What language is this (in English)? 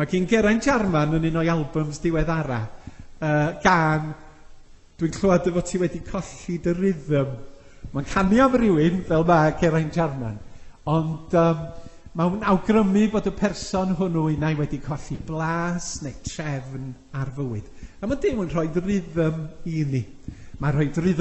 Welsh